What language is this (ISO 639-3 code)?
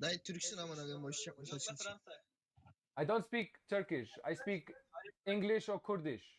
kur